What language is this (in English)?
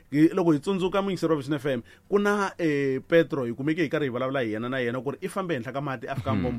Tsonga